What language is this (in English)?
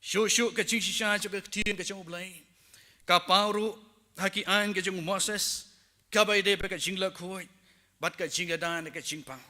Khasi